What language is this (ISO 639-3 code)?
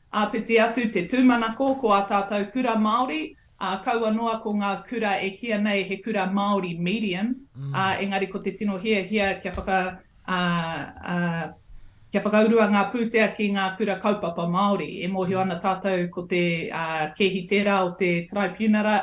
mri